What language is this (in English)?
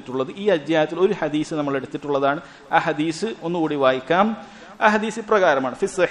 Malayalam